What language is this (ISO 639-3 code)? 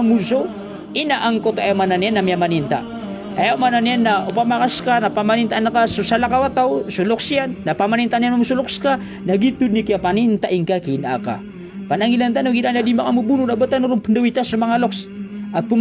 mrw